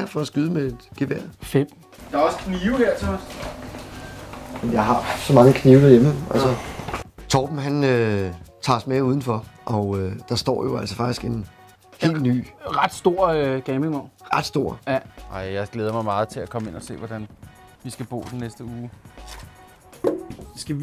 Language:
Danish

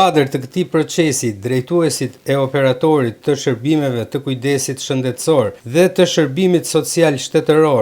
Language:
Albanian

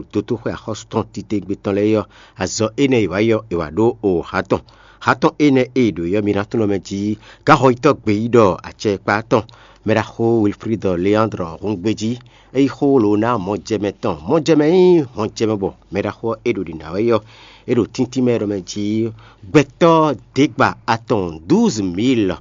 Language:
Fon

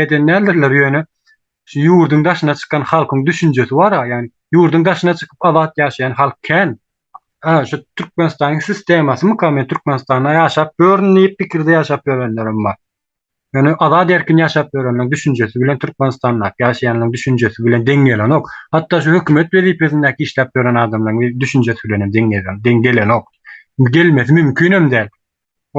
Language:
Turkmen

